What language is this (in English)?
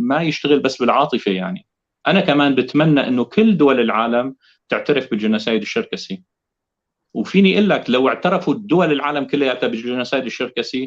North Levantine Arabic